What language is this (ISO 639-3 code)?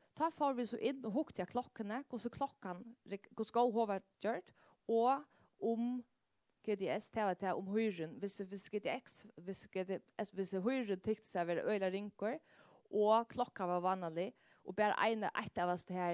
fao